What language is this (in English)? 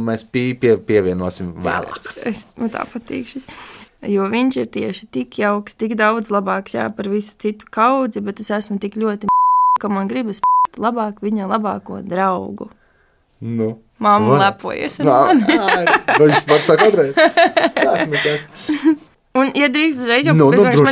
Latvian